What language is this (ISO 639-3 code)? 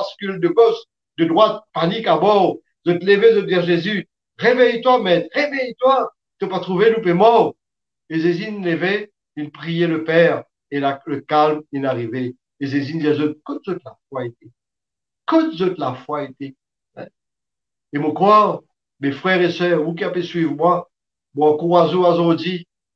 mfe